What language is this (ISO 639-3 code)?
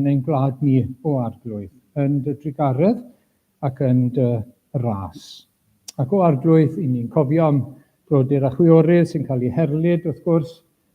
cym